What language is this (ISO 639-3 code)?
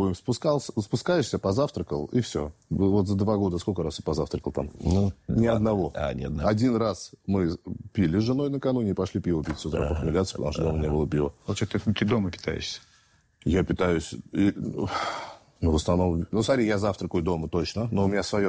rus